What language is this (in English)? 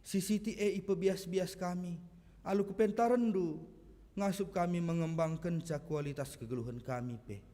Batak Karo